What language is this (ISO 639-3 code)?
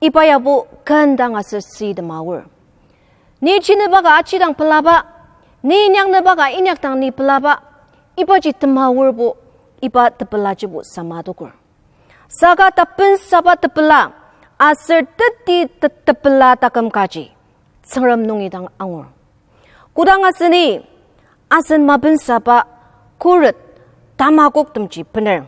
njo